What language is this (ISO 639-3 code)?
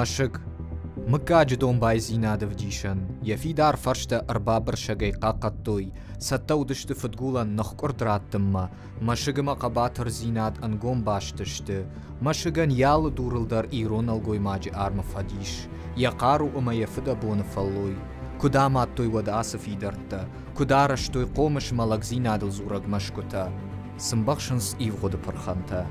oss